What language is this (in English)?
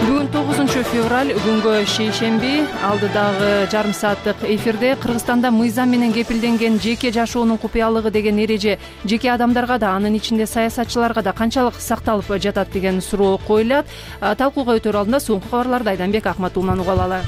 Kyrgyz